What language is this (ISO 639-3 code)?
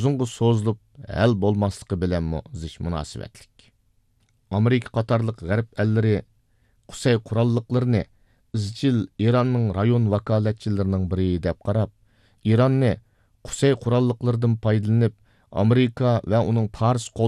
uig